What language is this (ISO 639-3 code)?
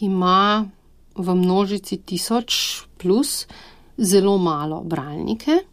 slv